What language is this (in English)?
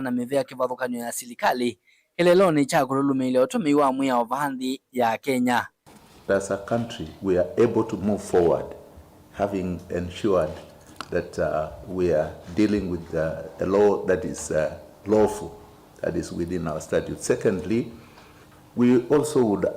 Kamba